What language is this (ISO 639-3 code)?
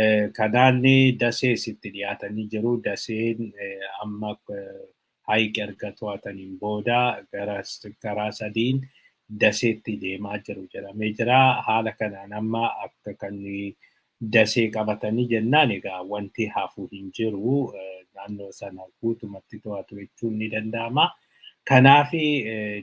orm